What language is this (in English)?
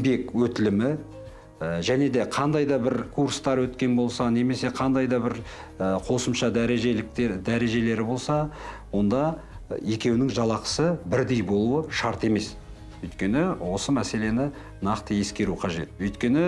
Kazakh